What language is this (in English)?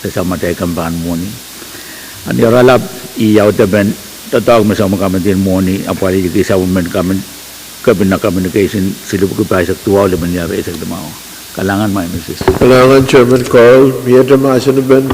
Pohnpeian